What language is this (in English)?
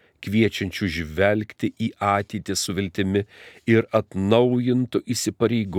Lithuanian